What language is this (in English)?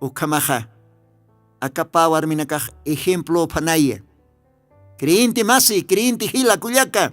Aymara